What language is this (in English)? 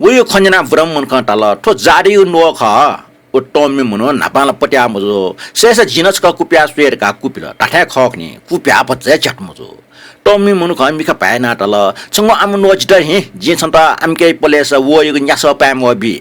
Newari